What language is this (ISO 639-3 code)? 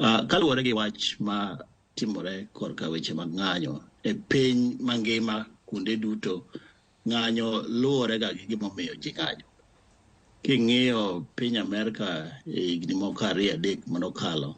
luo